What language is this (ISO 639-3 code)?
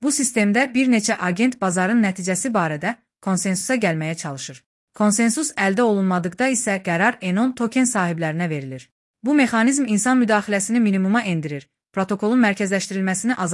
aze